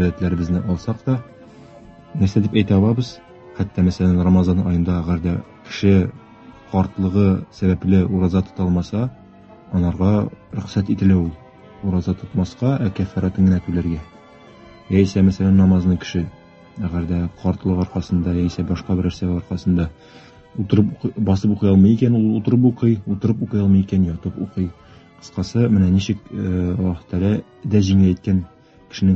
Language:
Tatar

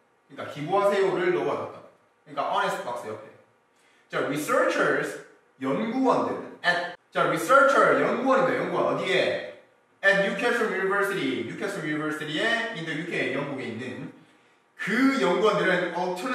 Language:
Korean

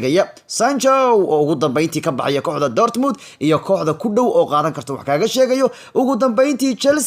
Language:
Somali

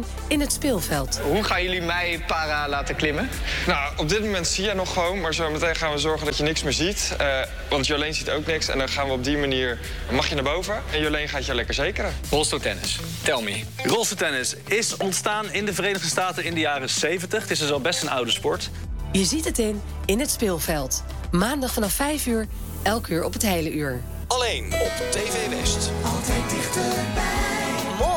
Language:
Dutch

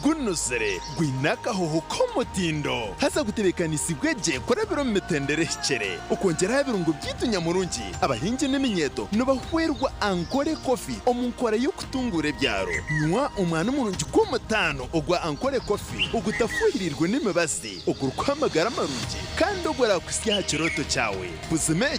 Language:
Nyankole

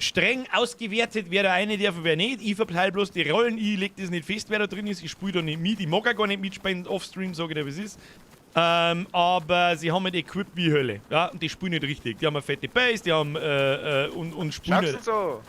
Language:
Bavarian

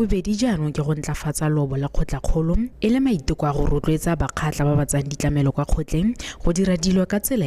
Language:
Tswana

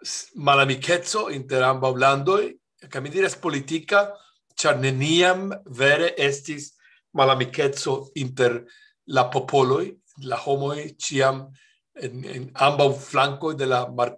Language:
Esperanto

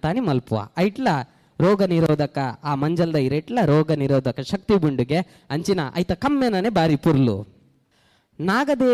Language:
Tulu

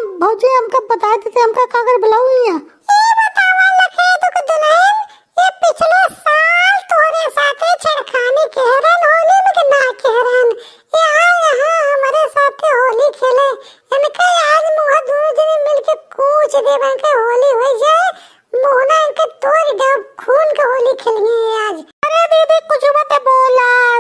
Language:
Awadhi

